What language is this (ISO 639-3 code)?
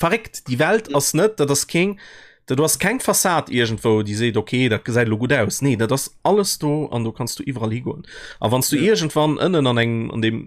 ltz